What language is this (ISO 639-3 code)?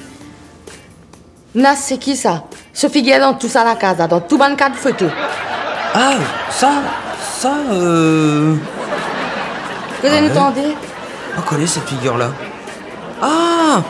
mfe